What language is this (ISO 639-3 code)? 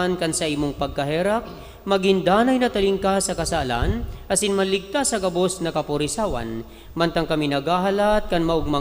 bik